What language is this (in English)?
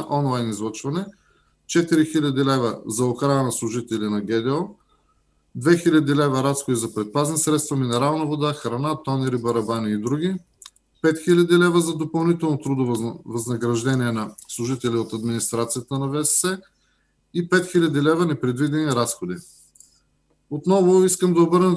Bulgarian